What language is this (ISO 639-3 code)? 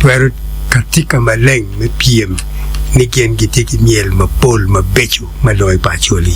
ach